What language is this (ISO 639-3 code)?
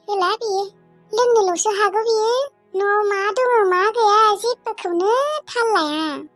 brx